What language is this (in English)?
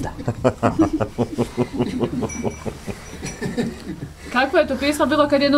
Bosnian